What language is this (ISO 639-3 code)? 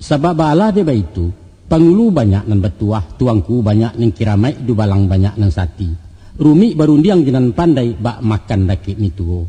min